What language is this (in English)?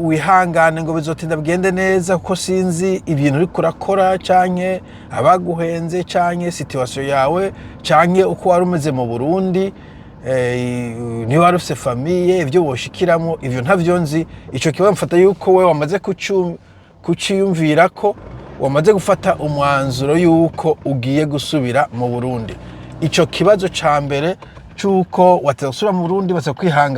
Rundi